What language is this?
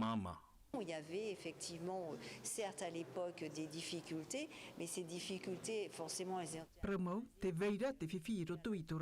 Tahitian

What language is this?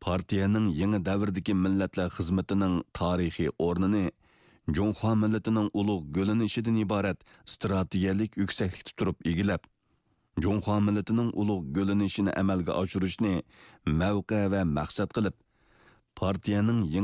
Uyghur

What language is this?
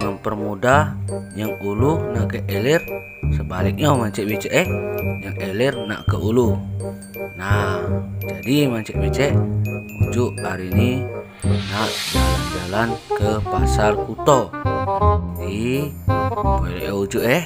Musi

